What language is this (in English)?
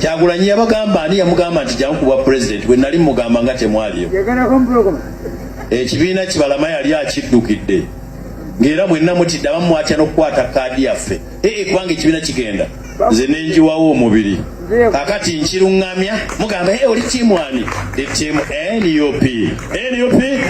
Ganda